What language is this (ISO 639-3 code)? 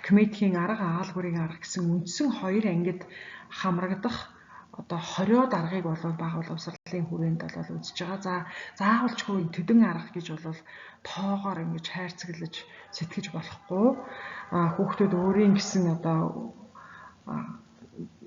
mon